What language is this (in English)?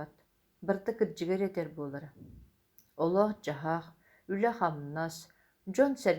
Yakut